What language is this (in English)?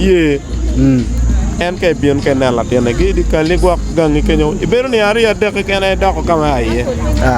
Acoli